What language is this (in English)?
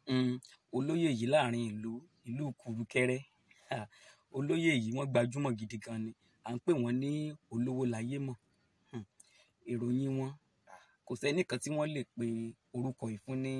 Yoruba